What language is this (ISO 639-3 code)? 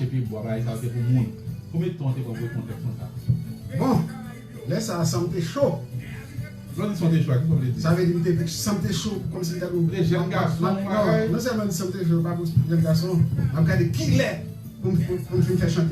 hat